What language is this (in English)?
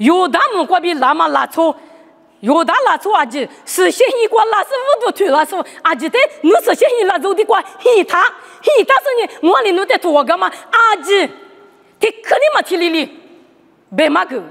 Lisu